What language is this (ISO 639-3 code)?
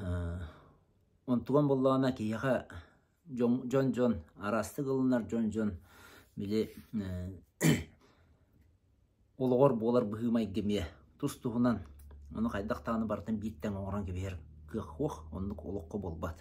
sah